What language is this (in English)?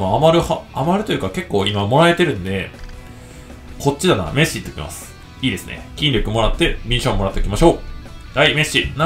Japanese